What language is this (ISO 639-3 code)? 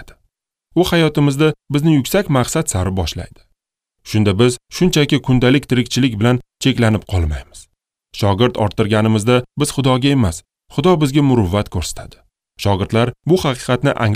uzb